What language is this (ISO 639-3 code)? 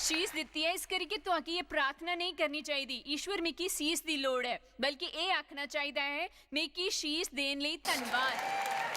doi